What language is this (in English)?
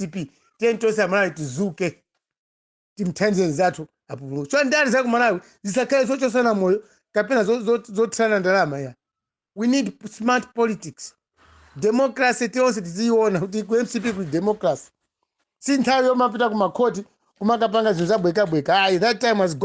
Nyanja